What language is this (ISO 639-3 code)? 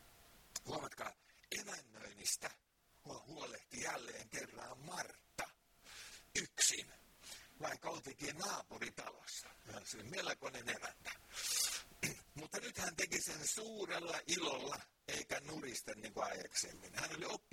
fin